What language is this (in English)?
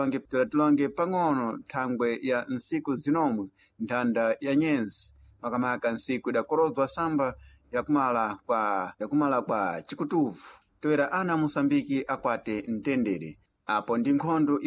Sena